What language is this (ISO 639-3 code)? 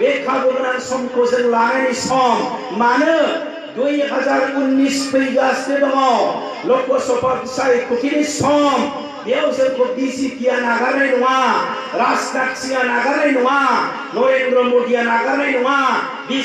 brx